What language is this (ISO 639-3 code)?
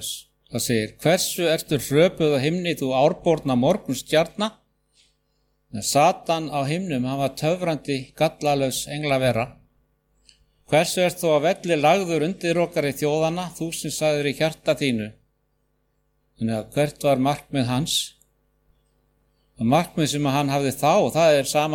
isl